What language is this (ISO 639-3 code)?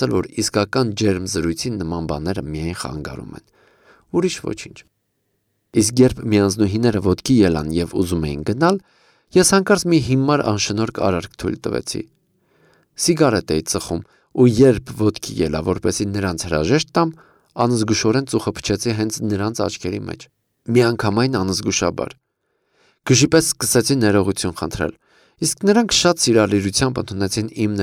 hye